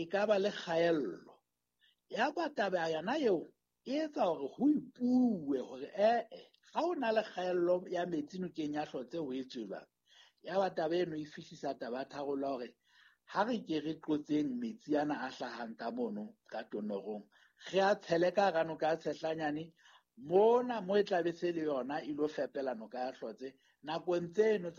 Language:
Southern Sotho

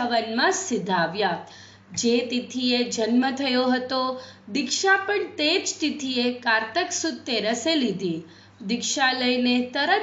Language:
Gujarati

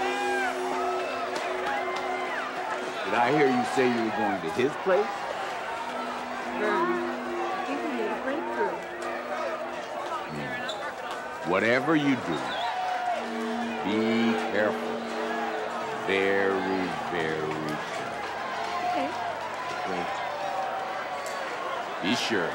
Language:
English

